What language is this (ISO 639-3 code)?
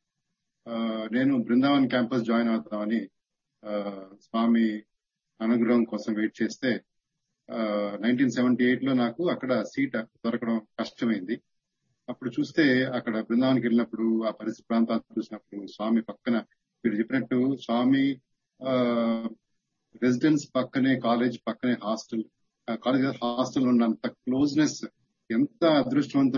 tel